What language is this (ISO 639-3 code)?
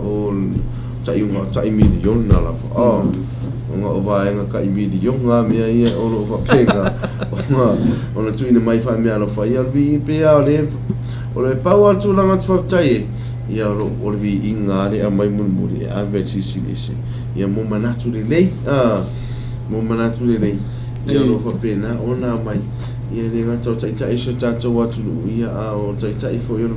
smo